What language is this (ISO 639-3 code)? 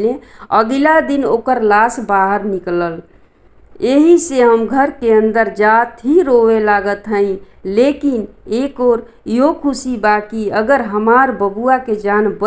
bho